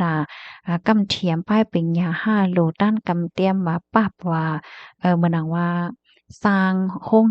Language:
Shan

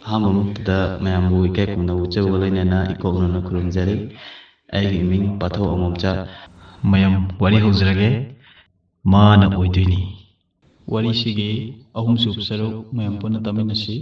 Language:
Manipuri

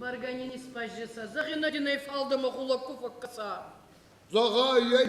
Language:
Ossetic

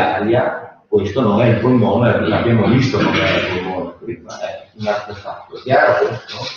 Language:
Italian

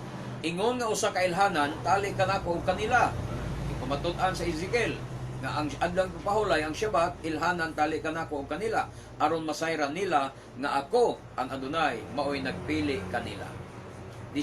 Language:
Cebuano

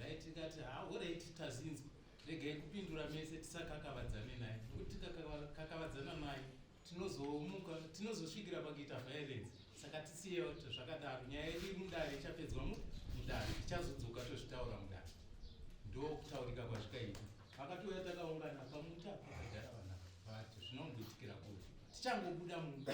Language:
Shona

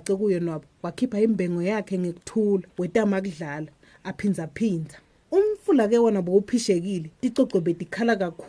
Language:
Swati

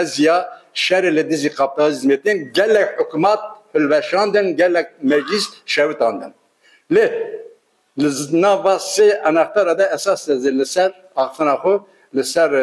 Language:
Kurdish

